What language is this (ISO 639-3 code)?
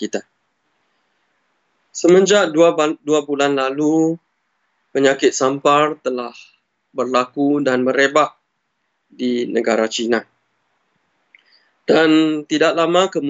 msa